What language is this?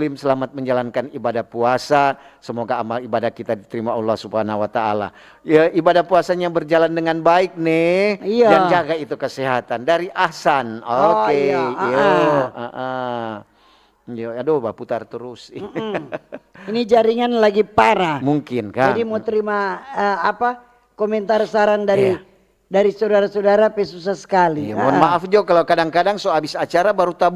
Manado Malay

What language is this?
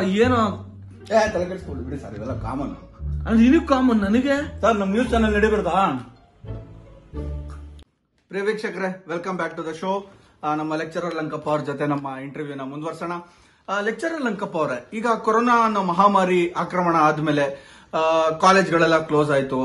Kannada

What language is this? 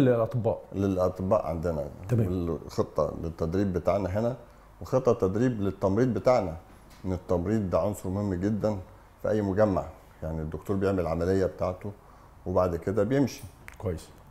Egyptian Arabic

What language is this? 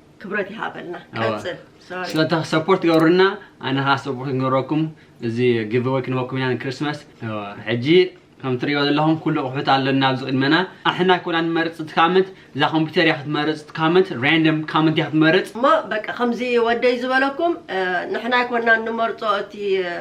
Tigrinya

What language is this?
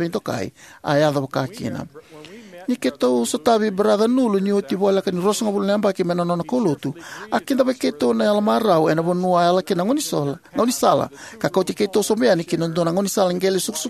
Fijian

